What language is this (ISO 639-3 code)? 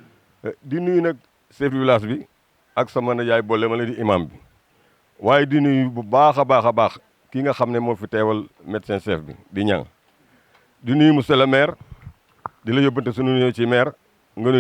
wol